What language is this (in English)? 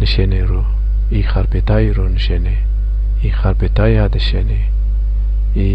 Zaza